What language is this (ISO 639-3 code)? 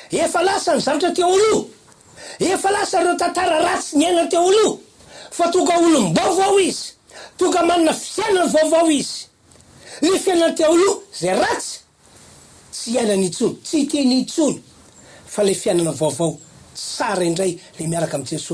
mlg